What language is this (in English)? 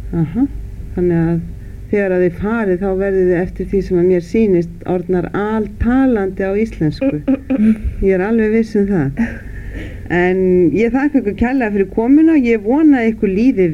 Icelandic